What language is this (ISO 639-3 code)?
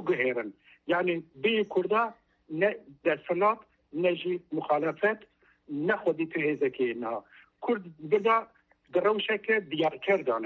kur